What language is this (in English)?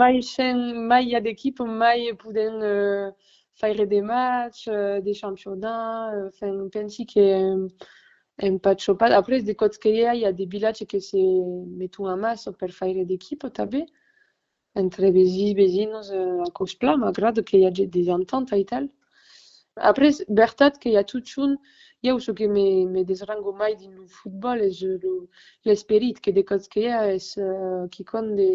Occitan